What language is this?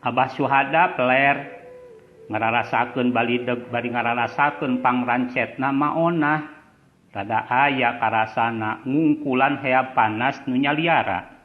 Sundanese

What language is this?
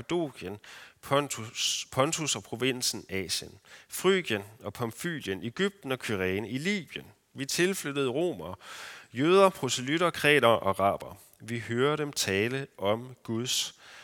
Danish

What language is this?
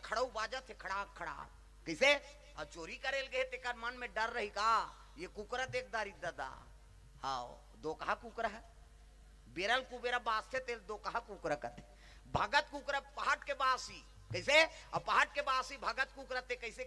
Chhattisgarhi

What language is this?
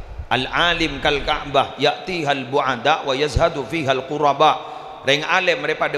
Madurese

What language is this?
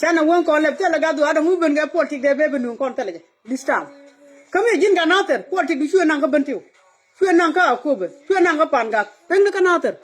Nuer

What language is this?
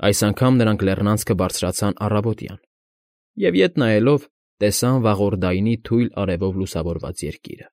Armenian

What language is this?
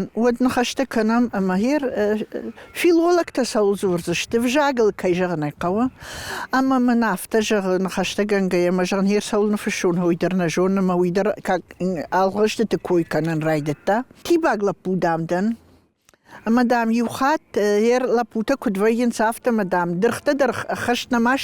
Ossetic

